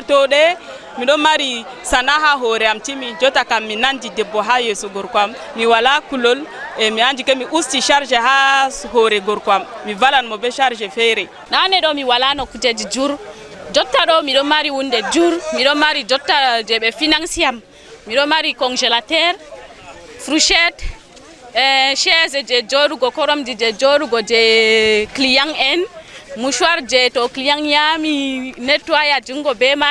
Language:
Fula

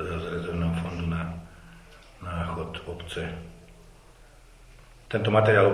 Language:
Slovak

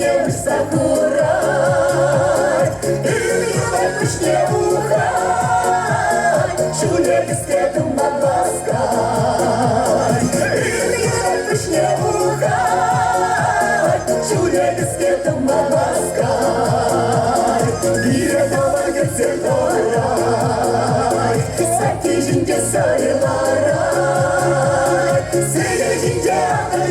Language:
Chuvash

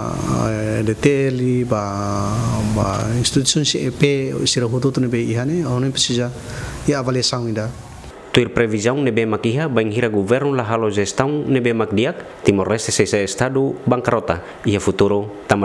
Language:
Tetum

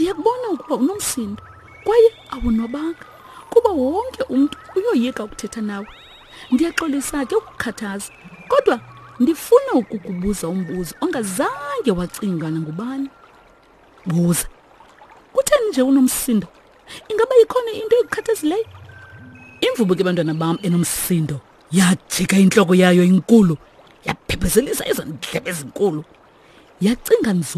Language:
Xhosa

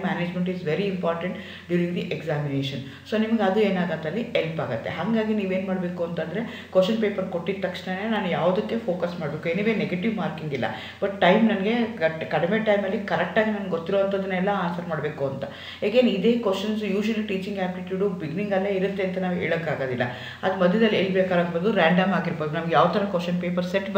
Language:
Kannada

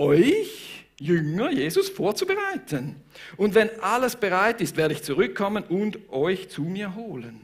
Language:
Swiss German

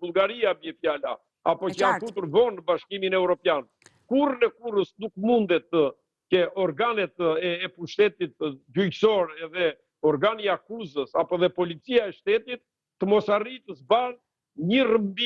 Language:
Albanian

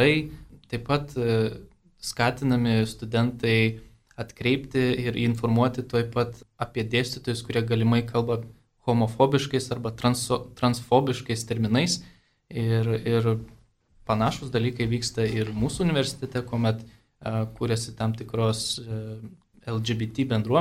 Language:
Lithuanian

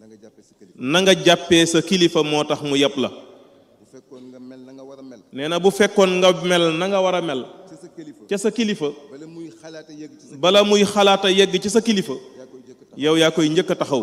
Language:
Wolof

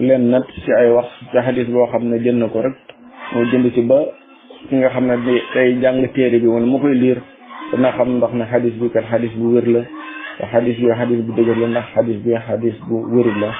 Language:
Wolof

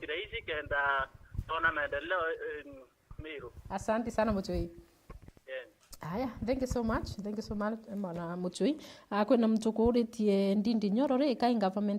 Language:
Meru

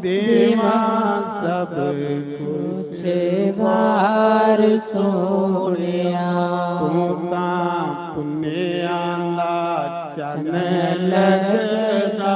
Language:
Dogri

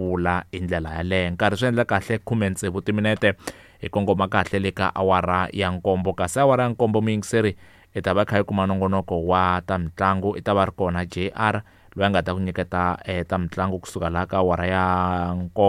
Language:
Tsonga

